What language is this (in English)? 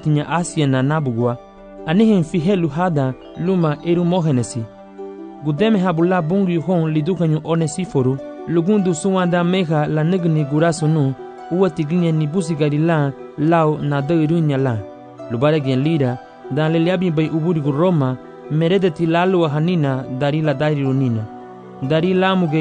Garifuna